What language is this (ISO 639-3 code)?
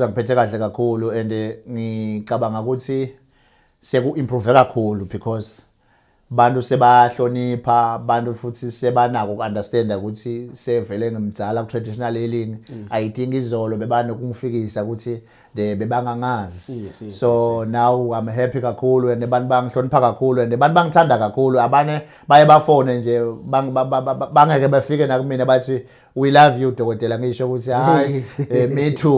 zul